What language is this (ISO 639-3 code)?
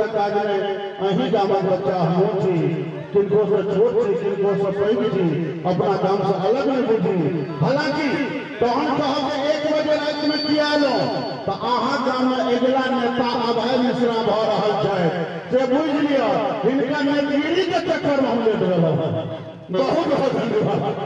mai